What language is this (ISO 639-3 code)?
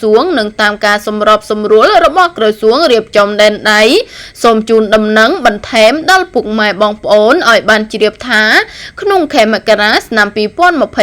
khm